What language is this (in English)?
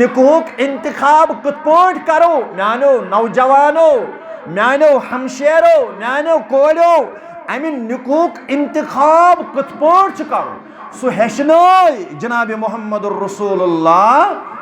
Kashmiri